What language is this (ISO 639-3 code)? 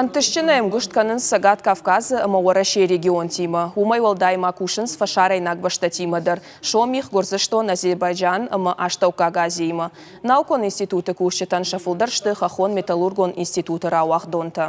oss